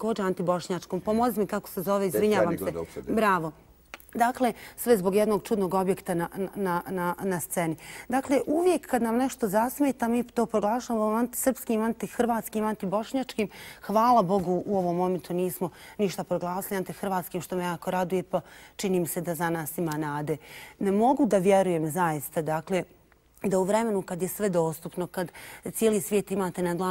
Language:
Bosnian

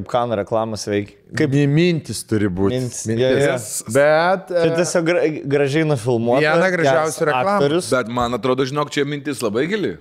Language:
Lithuanian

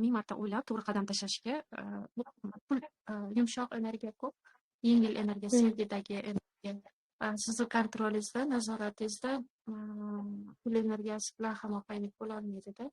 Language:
Uzbek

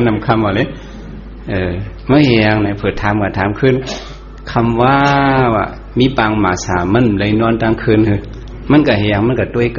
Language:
Shan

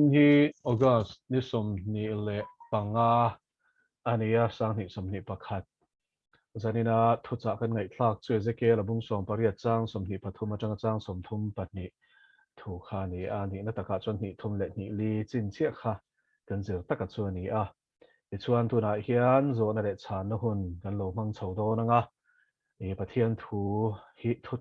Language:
Mizo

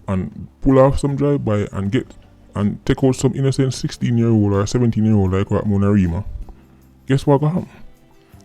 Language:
Jamaican Creole English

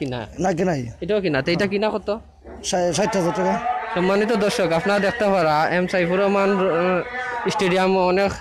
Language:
Sylheti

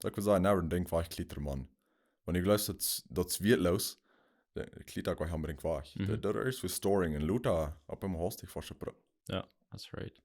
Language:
Plautdietsch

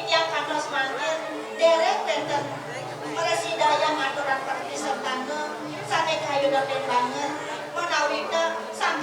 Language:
Balinese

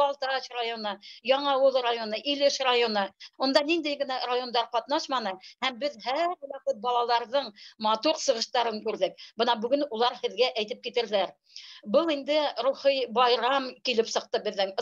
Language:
Bashkir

